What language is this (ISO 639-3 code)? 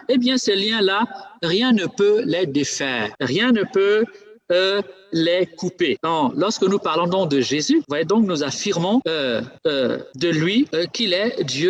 fra